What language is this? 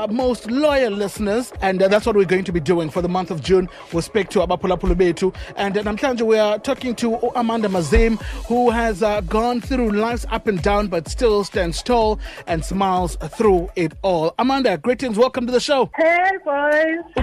Xhosa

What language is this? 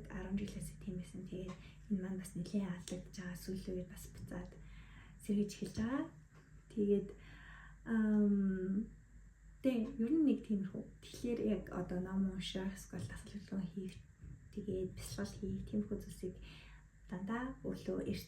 Mongolian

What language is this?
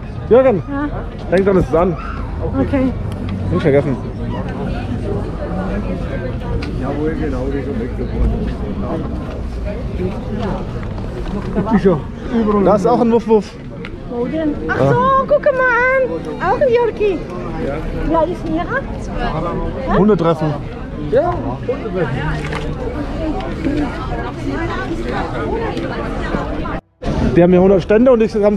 German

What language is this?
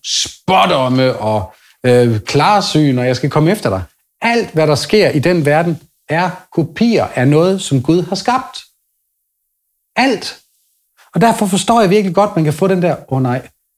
Danish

